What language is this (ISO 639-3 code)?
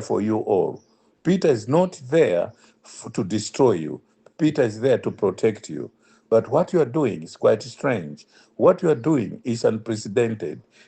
eng